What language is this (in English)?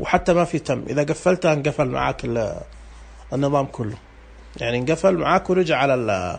Najdi Arabic